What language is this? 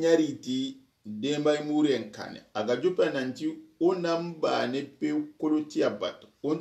Soninke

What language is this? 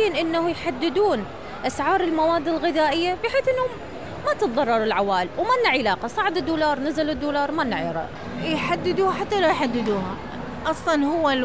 Mesopotamian Arabic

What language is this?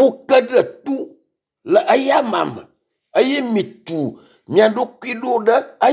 Ewe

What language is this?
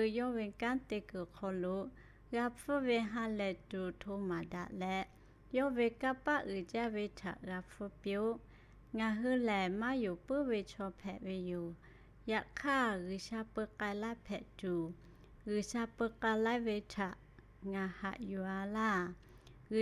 Lahu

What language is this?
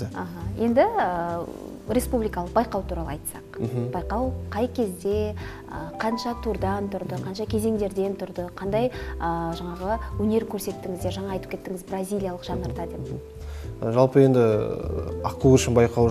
Kazakh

